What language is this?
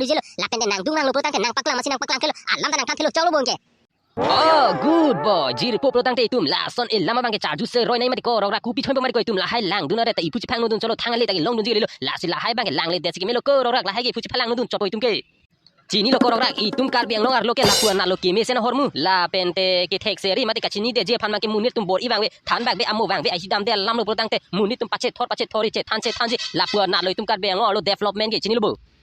Karbi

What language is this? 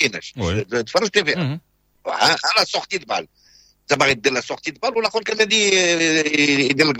Moroccan Arabic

